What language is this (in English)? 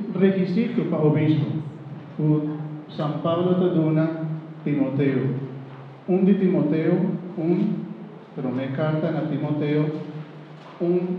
Papiamento